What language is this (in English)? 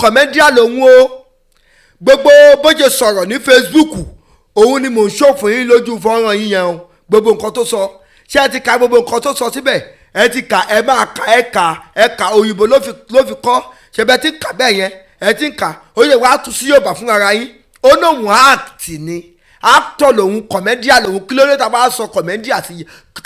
Yoruba